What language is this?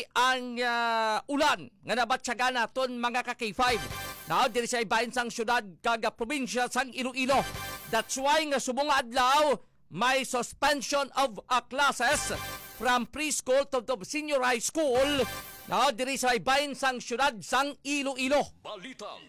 Hiligaynon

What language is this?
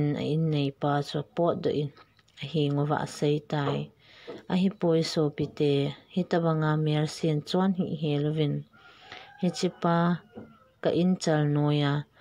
Thado Chin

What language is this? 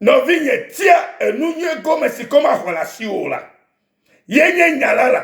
Ewe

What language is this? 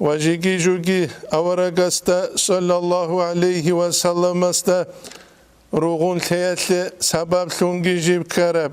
Avaric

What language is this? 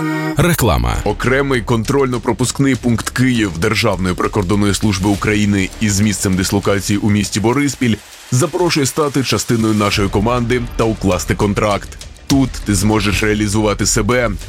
Ukrainian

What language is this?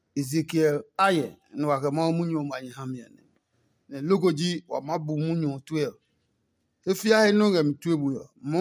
Adangme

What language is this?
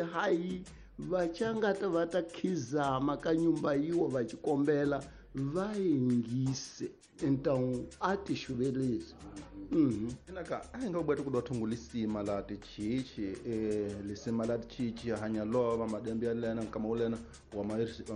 Tsonga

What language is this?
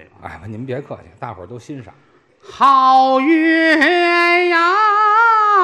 Chinese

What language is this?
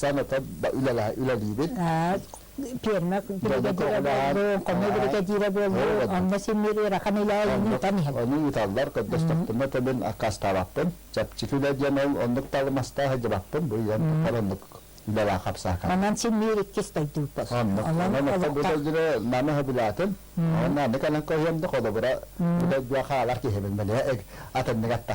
Yakut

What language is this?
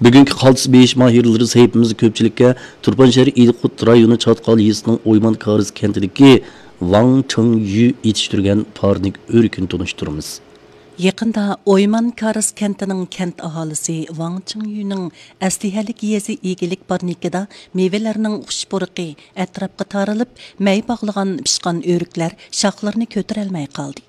Uyghur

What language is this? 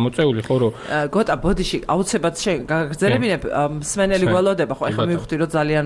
Georgian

